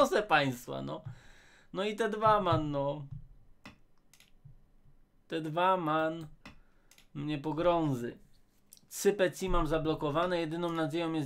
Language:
Polish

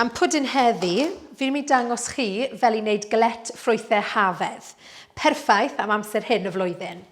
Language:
Welsh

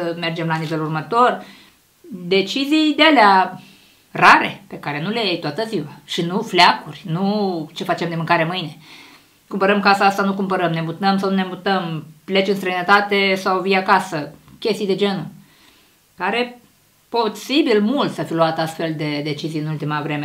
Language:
Romanian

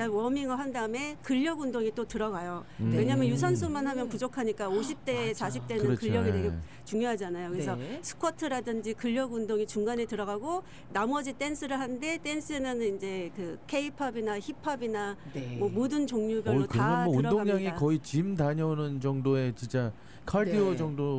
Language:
Korean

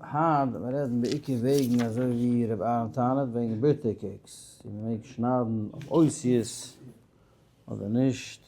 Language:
Yiddish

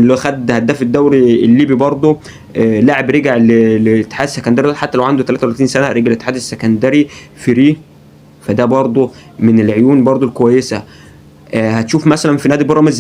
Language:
Egyptian Arabic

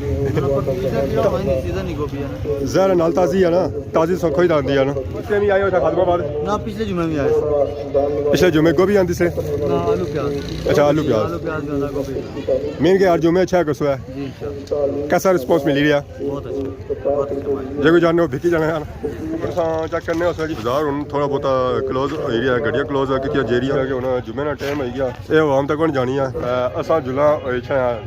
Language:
Pahari-Potwari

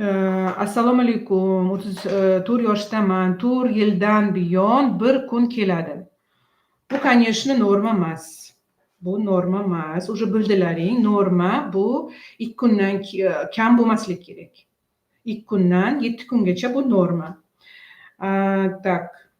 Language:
Uzbek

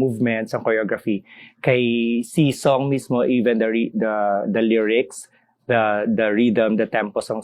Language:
Hiligaynon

